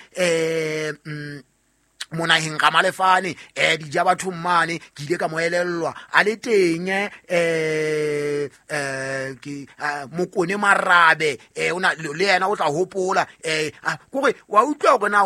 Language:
Southern Sotho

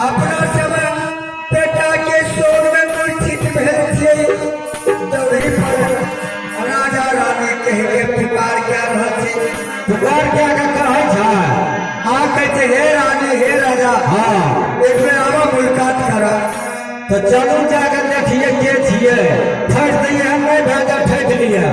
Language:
Maithili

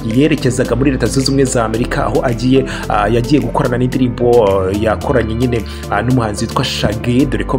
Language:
Kinyarwanda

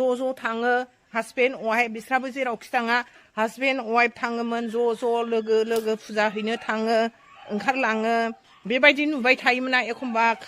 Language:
Bodo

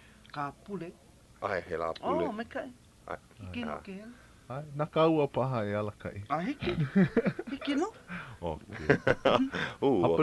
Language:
Hawaiian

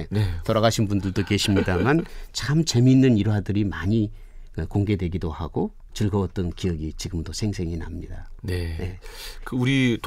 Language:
Korean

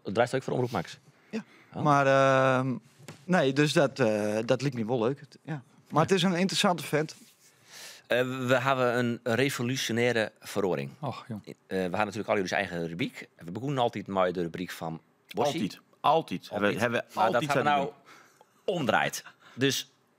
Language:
Western Frisian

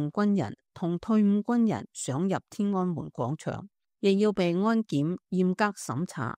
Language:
Cantonese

